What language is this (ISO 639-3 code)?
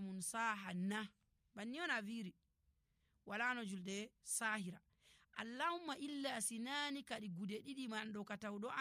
fuv